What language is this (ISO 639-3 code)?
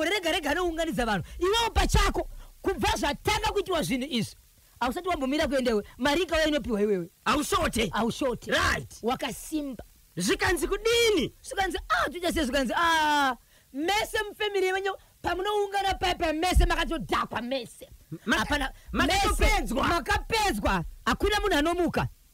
sna